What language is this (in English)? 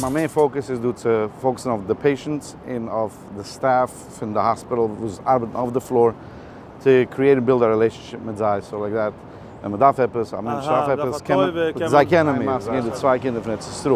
Yiddish